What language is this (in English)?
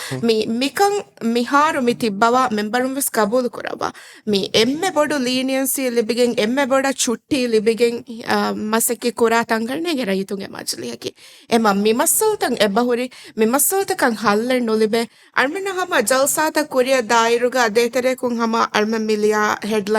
Divehi